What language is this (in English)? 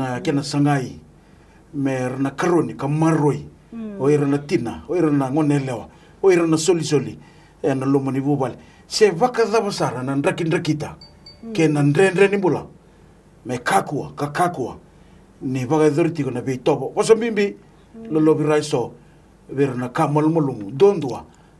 Fijian